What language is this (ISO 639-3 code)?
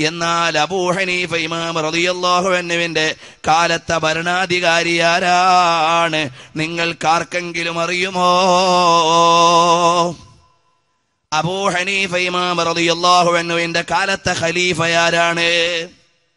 mal